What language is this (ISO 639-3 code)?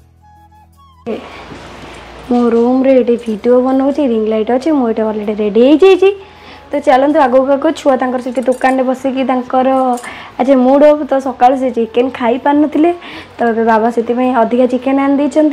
ori